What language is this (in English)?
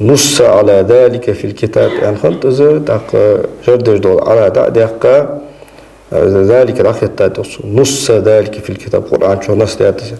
Ingush